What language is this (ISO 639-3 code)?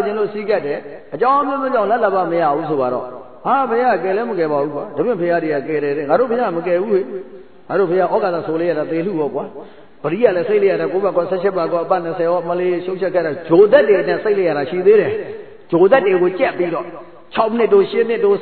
mya